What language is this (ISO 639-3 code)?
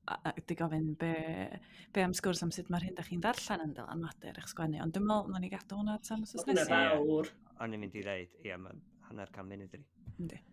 cym